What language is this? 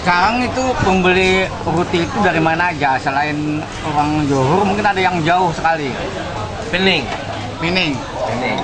Banjar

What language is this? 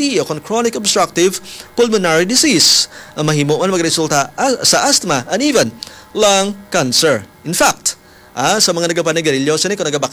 Hiligaynon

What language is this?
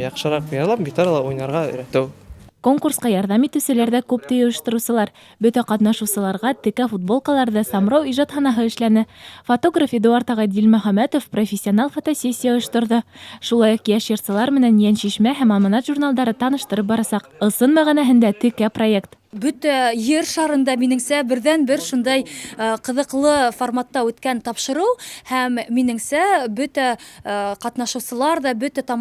Bashkir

